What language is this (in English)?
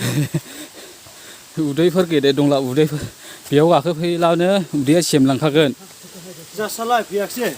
Bodo